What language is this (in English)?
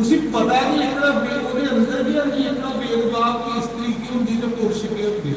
Dogri